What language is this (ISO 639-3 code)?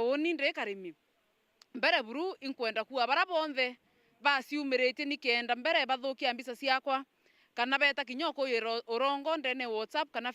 mer